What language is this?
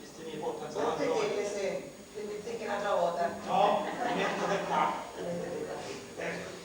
Sicilian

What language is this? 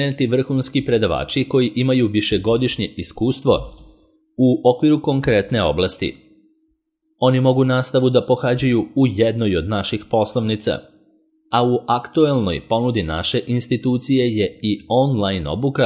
Serbian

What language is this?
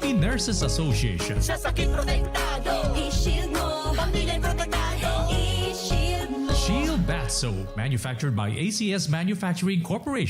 Bikol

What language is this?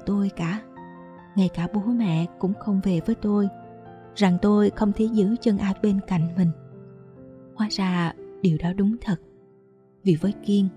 Vietnamese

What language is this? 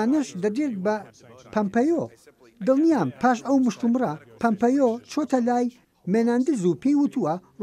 Central Kurdish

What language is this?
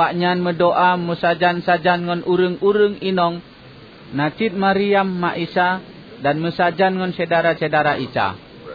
Achinese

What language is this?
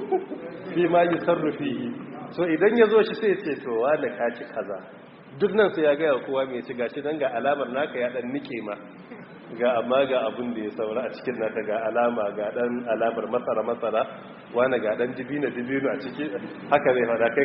Hausa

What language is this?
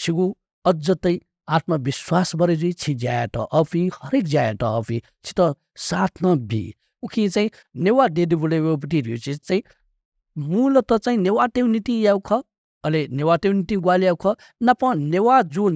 Newari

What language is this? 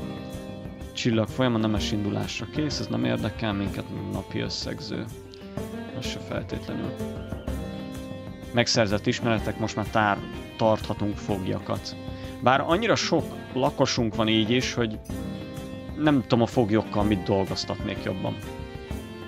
Hungarian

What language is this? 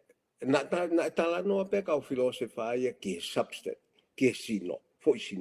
Tongan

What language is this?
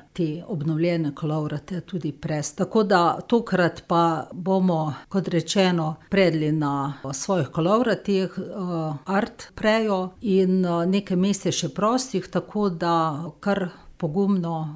Slovenian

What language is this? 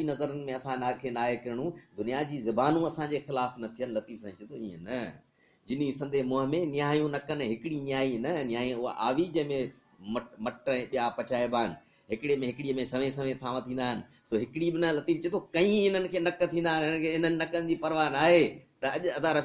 Sindhi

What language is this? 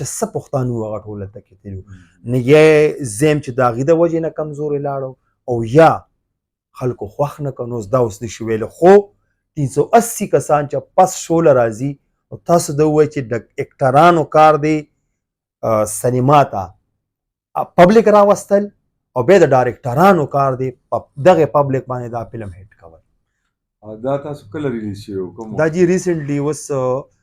Pashto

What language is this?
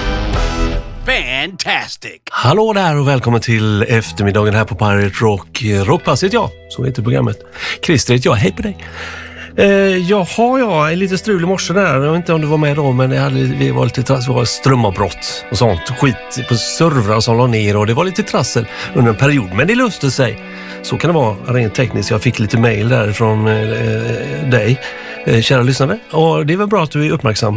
Swedish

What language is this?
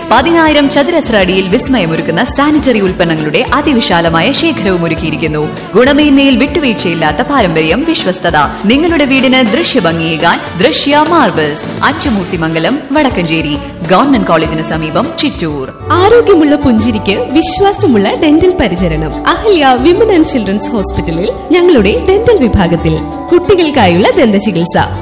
Malayalam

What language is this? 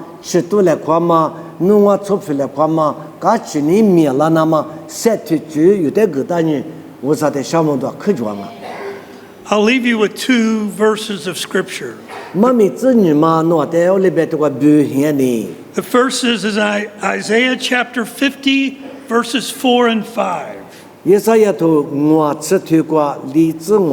Lisu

